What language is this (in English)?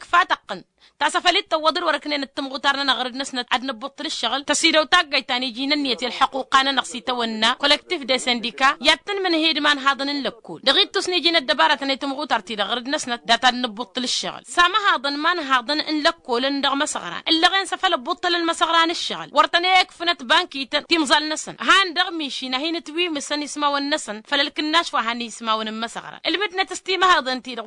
Tamasheq